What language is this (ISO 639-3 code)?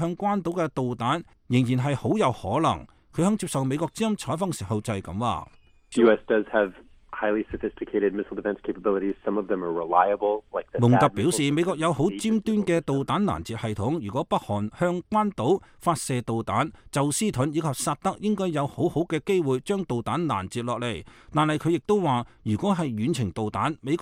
yue